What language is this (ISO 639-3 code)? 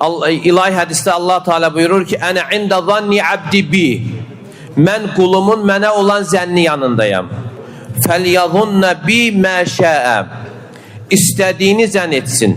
aze